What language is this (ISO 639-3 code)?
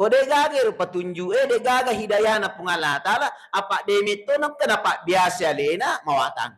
bug